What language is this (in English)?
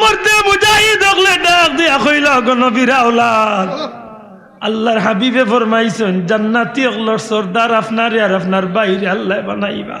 Sylheti